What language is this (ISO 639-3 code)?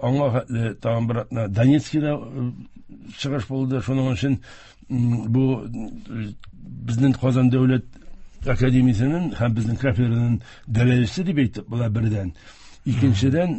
tat